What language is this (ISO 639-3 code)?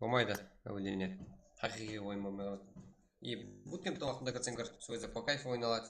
kaa